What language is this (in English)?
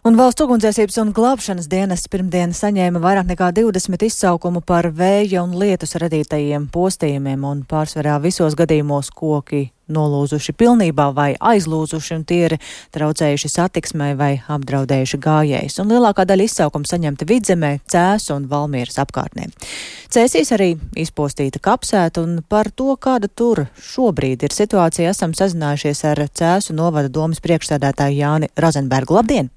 Latvian